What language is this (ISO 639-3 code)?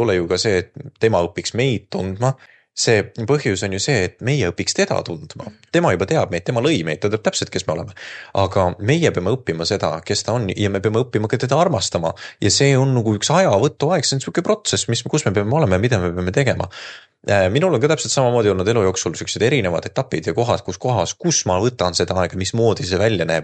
est